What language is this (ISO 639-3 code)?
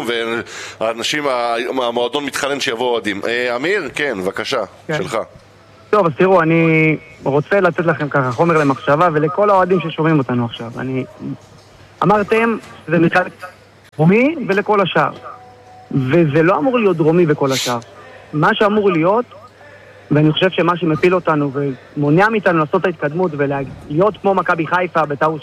heb